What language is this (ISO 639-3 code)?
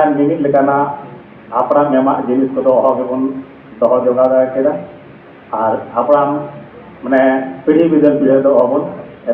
sat